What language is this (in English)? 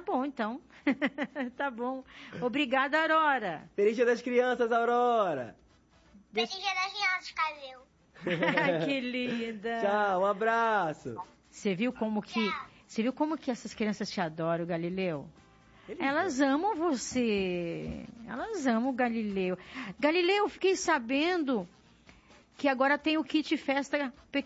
Portuguese